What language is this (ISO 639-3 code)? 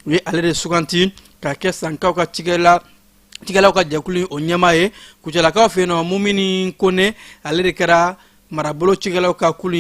bam